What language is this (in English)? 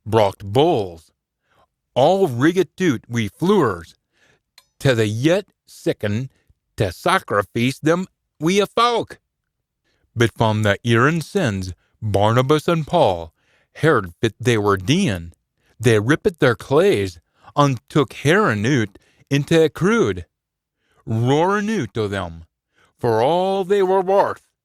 Scots